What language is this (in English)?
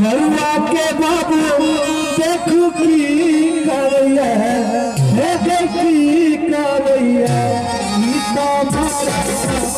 Maithili